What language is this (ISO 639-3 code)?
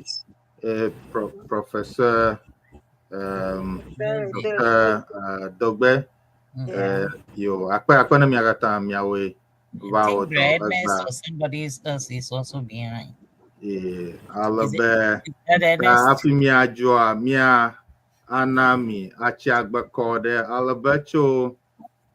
ewe